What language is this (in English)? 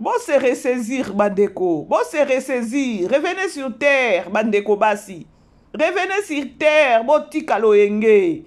Lingala